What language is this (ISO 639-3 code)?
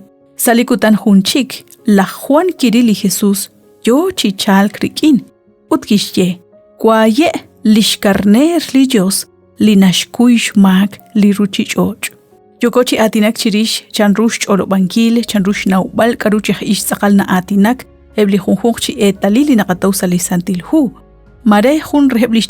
kek